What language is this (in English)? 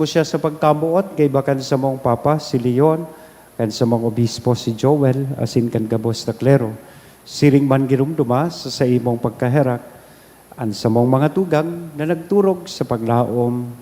Bikol